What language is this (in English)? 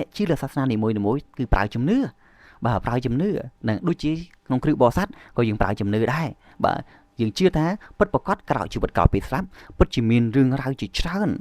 Khmer